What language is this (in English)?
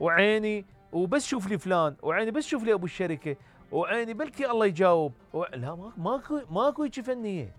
Mesopotamian Arabic